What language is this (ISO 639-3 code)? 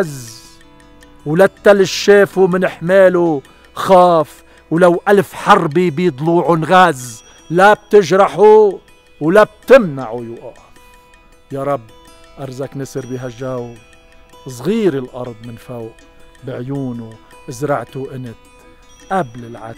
apc